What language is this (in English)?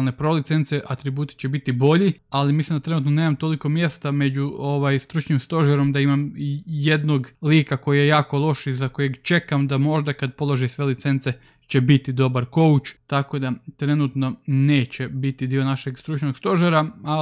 Croatian